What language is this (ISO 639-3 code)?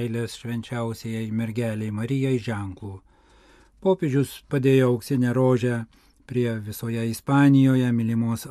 lit